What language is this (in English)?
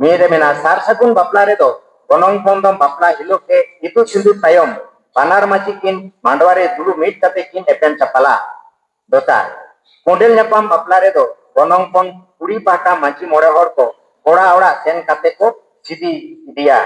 Santali